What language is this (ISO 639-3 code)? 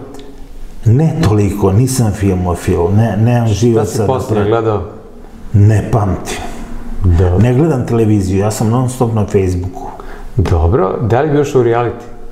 srp